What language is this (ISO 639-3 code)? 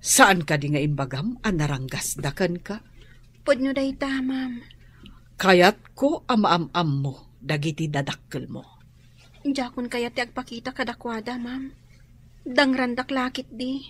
ilo